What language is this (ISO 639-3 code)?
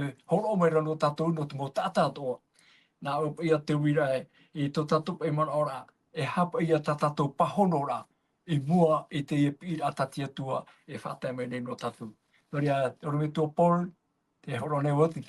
tah